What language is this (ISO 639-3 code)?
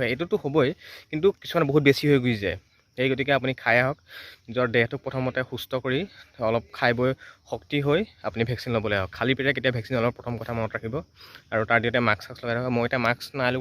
asm